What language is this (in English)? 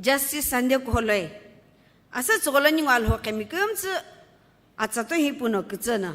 Sumi Naga